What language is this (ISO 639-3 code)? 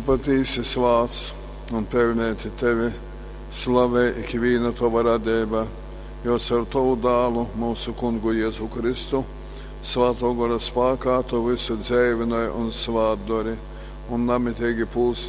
ltg